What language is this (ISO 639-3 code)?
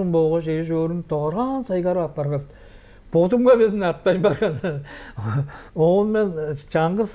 tyv